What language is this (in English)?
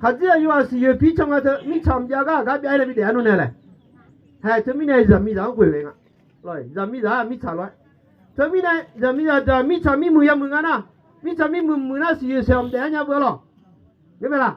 Akha